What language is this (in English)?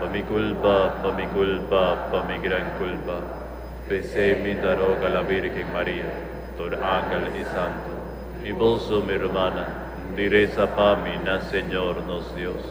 Papiamento